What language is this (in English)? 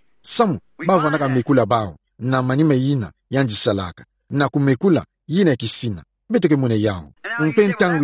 Kituba (Democratic Republic of Congo)